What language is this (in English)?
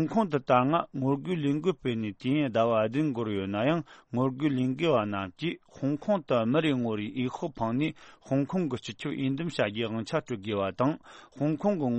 Tibetan